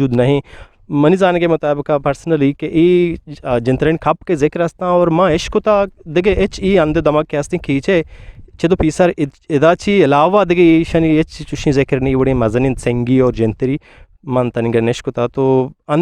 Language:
Eastern Balochi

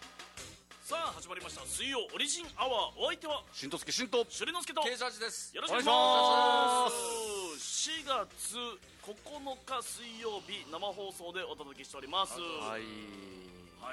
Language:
Japanese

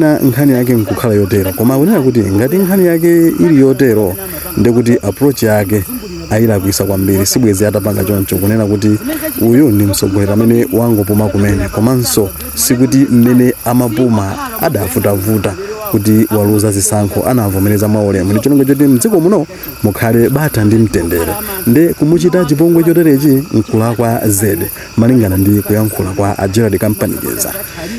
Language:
Nyanja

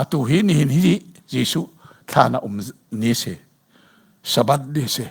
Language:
Hakha Chin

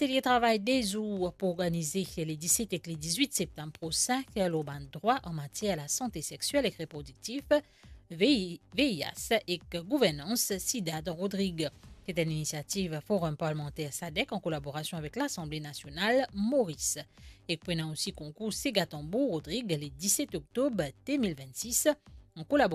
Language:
Morisyen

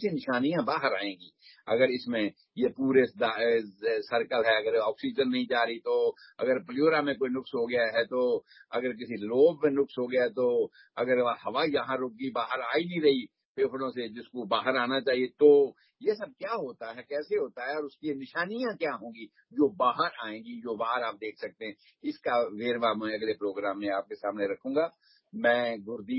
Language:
Urdu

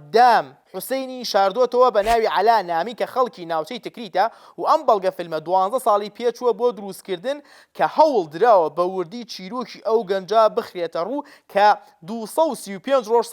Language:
Central Kurdish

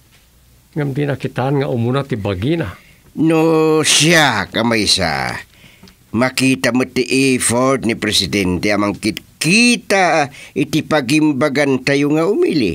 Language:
Iloko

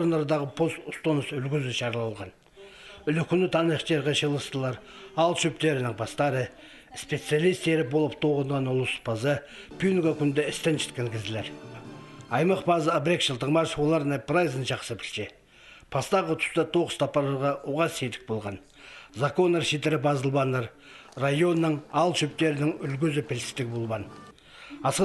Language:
Khakas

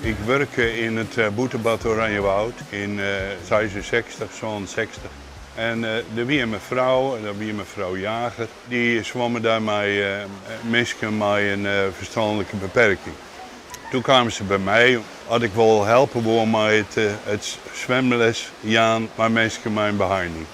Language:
Western Frisian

